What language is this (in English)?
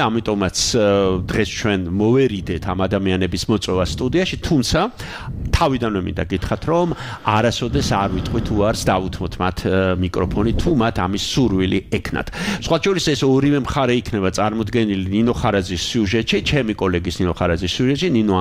Georgian